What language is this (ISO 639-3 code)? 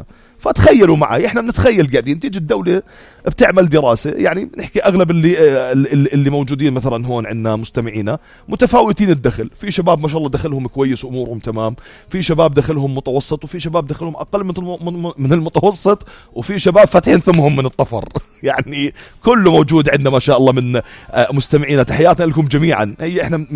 apc